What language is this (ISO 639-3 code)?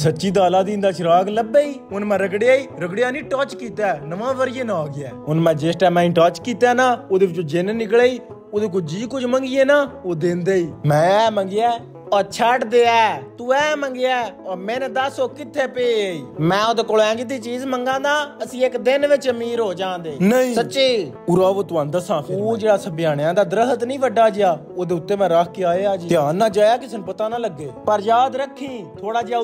pan